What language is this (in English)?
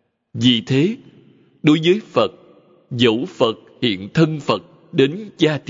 Vietnamese